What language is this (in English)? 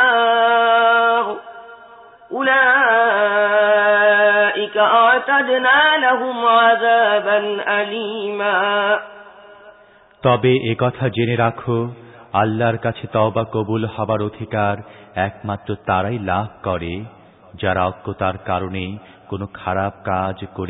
Bangla